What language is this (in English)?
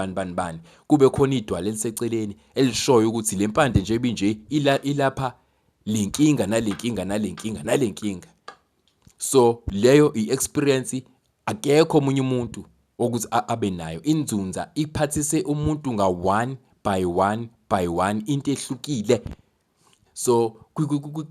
Zulu